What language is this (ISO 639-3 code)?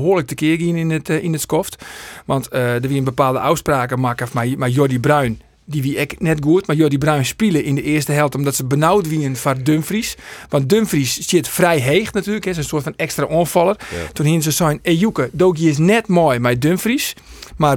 fry